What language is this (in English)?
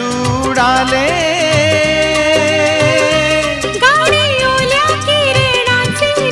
Marathi